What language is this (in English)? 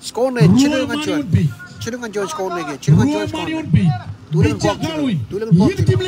Marshallese